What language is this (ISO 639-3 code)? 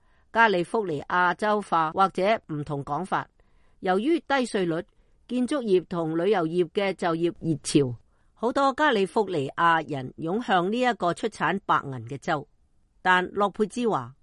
yue